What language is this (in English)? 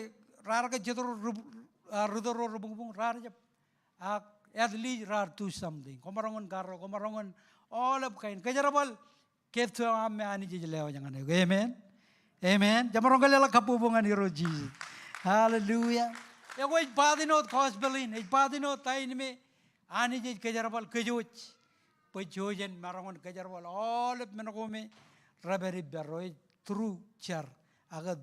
Marshallese